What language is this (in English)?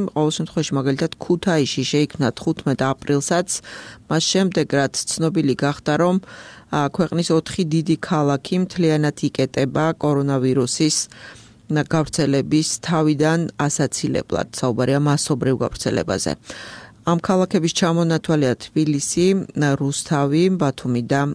Georgian